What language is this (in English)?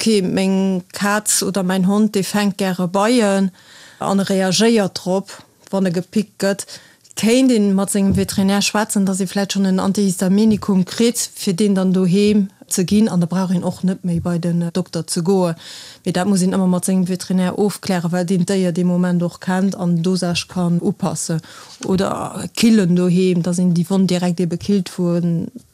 Luxembourgish